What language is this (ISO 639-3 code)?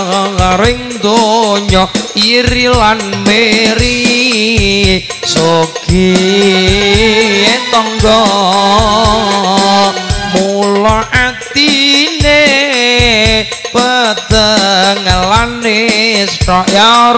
jav